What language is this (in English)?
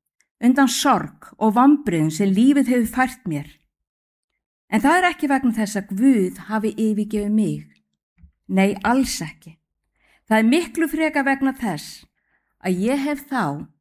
Icelandic